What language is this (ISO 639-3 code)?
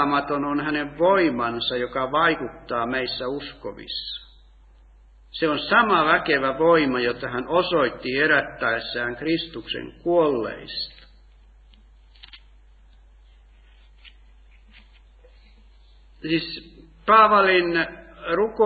fin